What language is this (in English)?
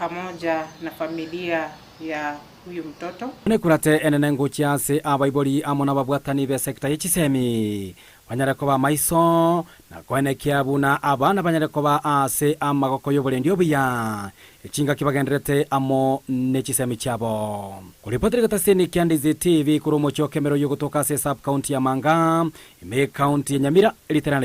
Gusii